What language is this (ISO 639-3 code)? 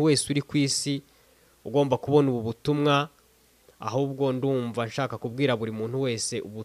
kin